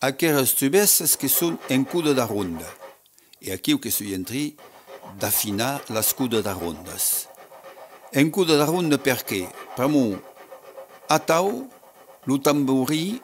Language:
Occitan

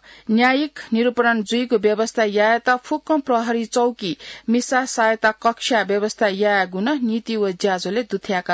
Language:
Newari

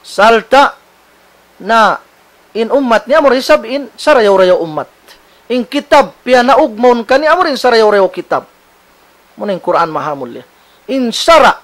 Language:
Tausug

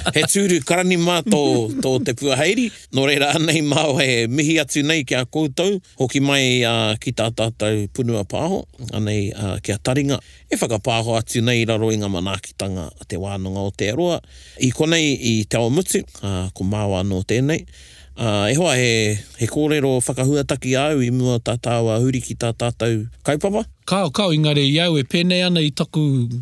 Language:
Māori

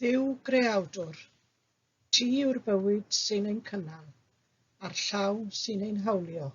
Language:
Welsh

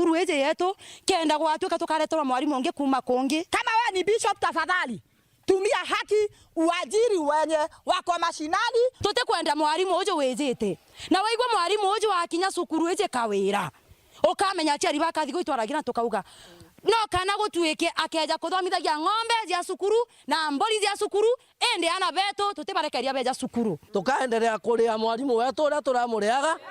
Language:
Meru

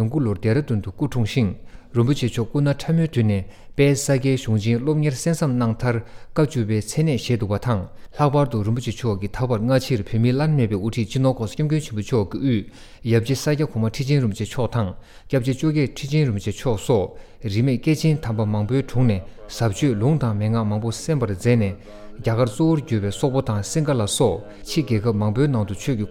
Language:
Tibetan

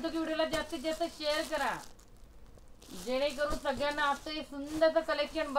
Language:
Marathi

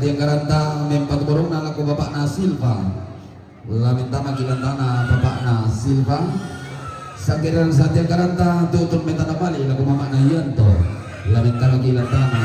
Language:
Toraja-Sa'dan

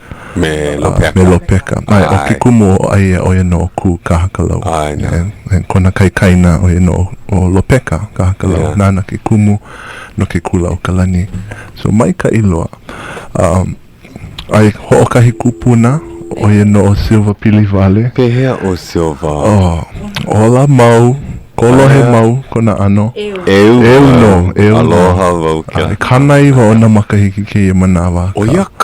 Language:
Hawaiian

